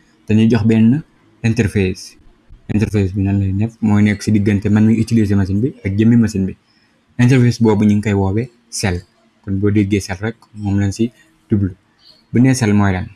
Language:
Wolof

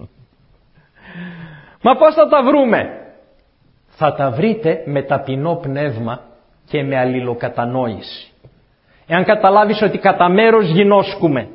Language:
Greek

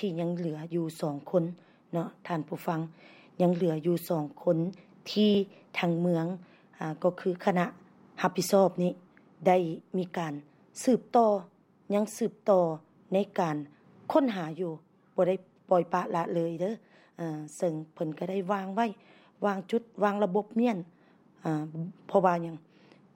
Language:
Lao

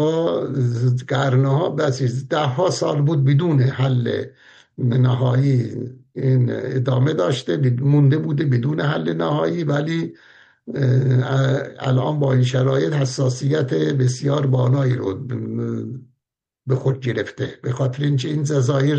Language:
Persian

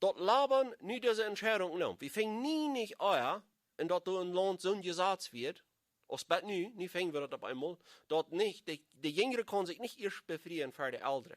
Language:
Plautdietsch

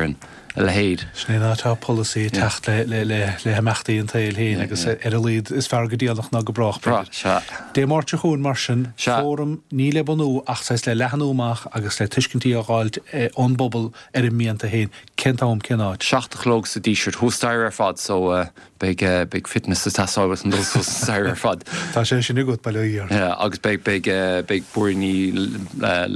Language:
Irish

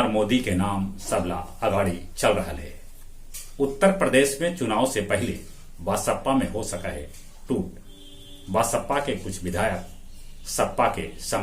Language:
Magahi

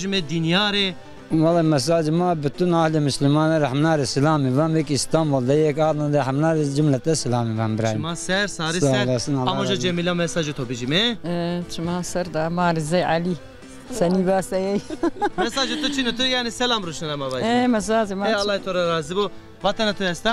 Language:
Zaza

